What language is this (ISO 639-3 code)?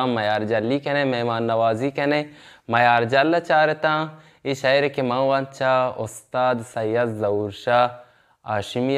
bal